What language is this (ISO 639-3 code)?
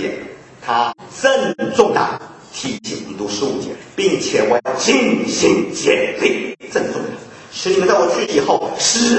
zho